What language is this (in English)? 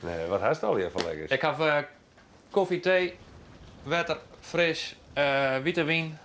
Western Frisian